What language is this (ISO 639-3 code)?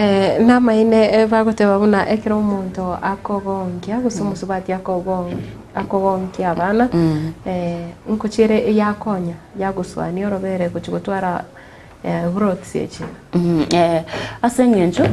guz